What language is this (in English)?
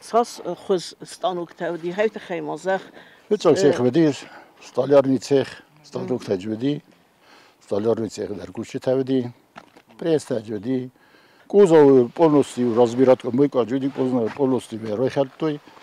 Ossetic